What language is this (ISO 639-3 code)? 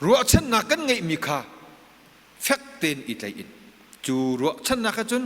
cnh